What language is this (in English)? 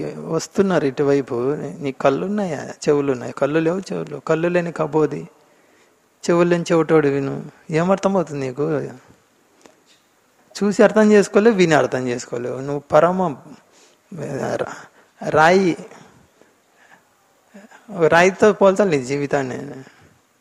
Telugu